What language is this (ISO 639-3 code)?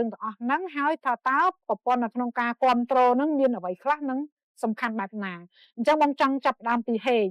khm